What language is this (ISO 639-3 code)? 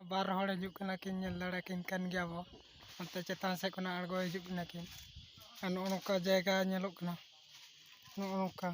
sat